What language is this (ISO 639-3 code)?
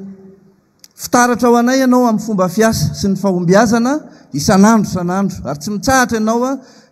mlg